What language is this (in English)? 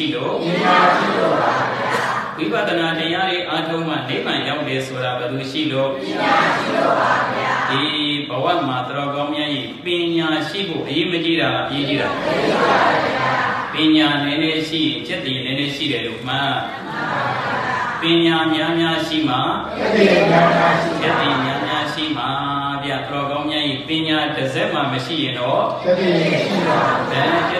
Burmese